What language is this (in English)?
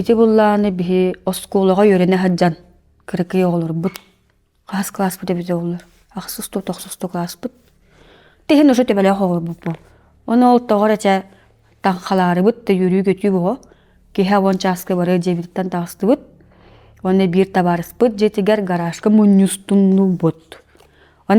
Yakut